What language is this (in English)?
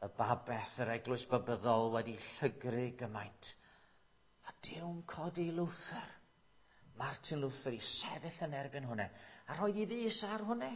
Welsh